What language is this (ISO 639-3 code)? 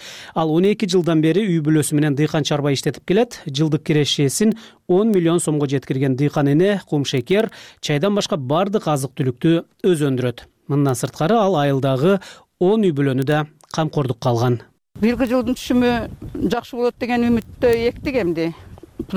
kir